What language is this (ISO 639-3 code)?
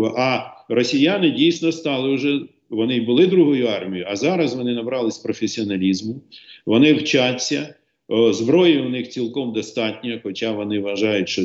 ukr